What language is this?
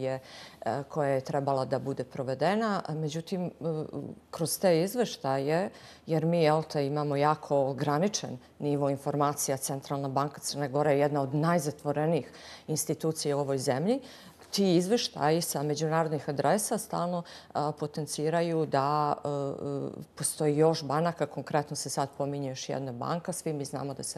Bosnian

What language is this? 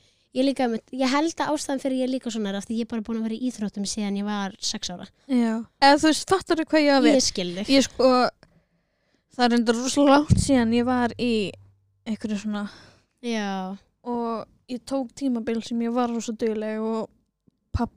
Icelandic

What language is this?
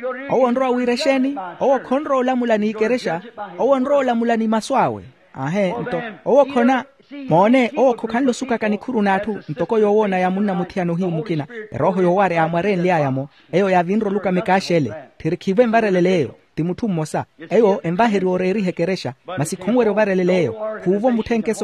Makhuwa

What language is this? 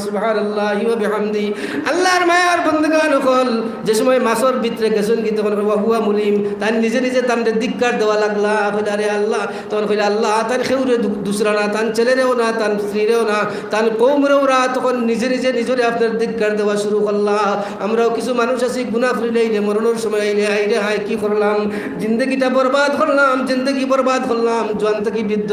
Sylheti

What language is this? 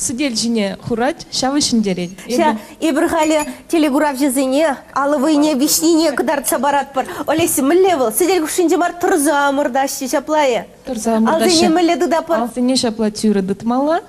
Chuvash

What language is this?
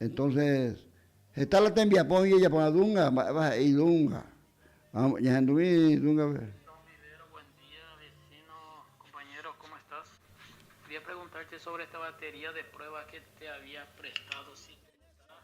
Guarani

